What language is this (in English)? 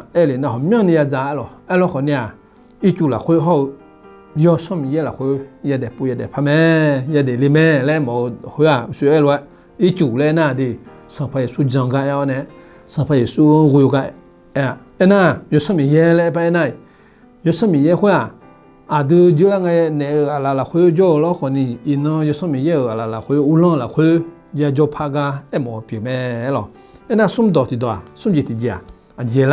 Akha